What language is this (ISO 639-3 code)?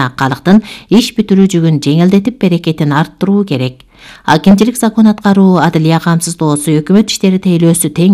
kir